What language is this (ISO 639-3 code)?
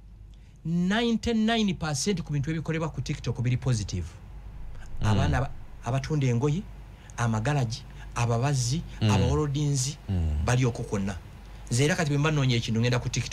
lug